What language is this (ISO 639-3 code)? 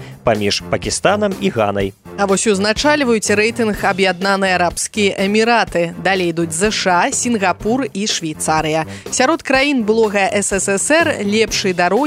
bel